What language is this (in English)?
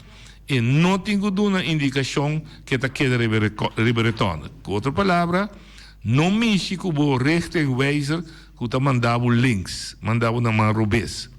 Papiamento